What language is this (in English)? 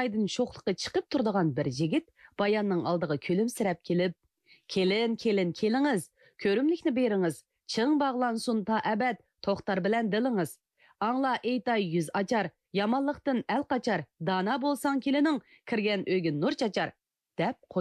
Uyghur